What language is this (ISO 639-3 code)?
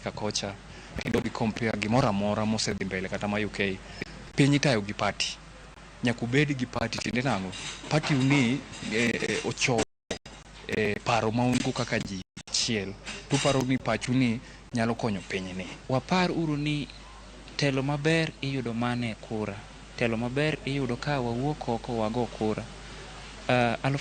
luo